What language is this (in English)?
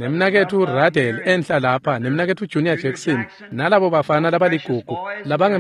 Swati